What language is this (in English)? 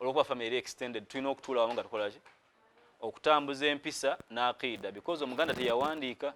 Ganda